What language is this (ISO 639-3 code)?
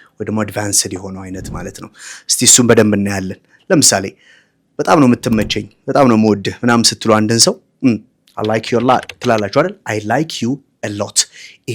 amh